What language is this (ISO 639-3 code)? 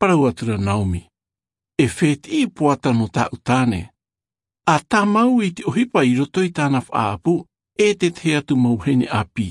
tah